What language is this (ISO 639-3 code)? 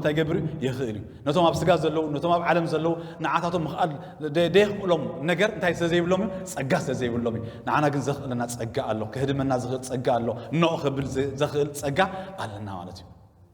tir